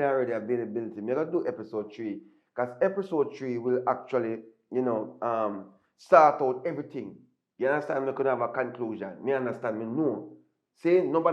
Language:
Jamaican Creole English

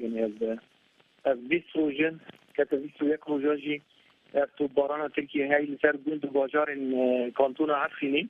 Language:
Kurdish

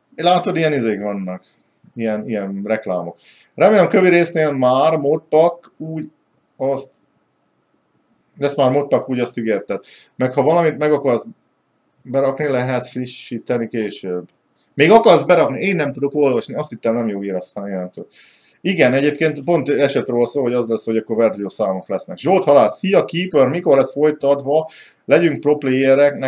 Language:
Hungarian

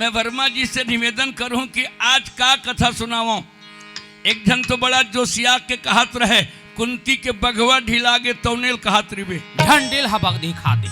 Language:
Chhattisgarhi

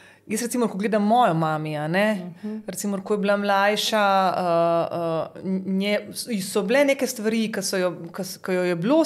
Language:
Slovenian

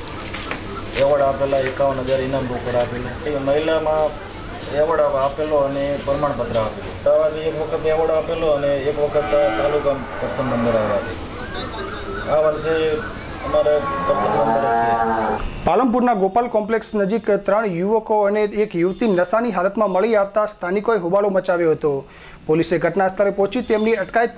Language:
Gujarati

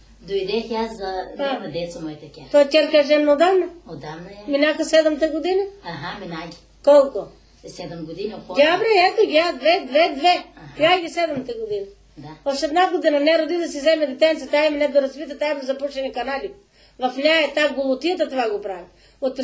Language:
Bulgarian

